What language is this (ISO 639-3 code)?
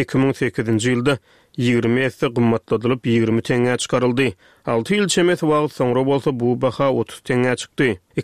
tuk